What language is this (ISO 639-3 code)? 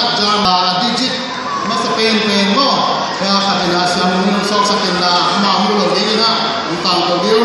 ctd